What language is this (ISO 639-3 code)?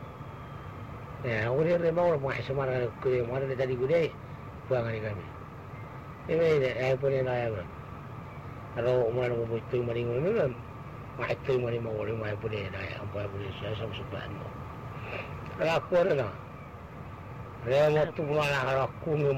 msa